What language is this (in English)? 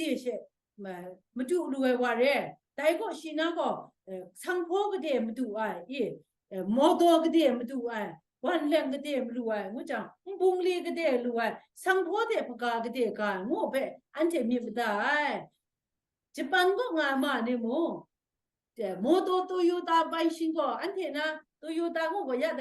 Kachin